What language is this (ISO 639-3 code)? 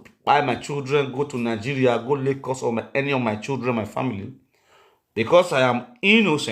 pcm